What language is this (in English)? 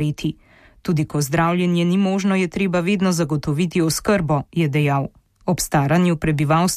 Slovenian